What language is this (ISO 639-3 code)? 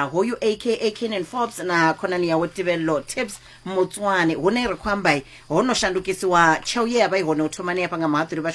ven